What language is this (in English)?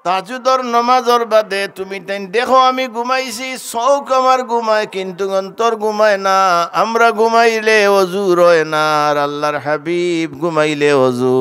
Sylheti